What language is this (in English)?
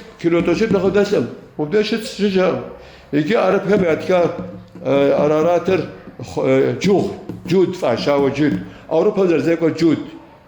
Kabardian